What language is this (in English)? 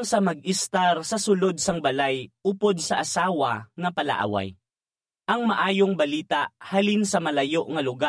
Hiligaynon